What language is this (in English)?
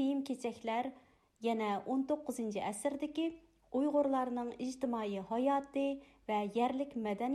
Uyghur